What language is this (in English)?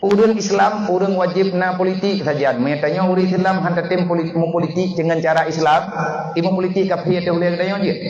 Achinese